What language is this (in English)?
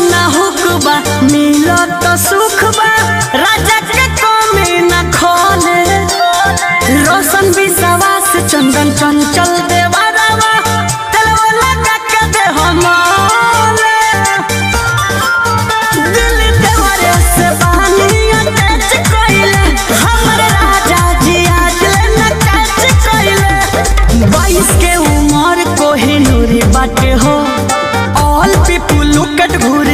Bhojpuri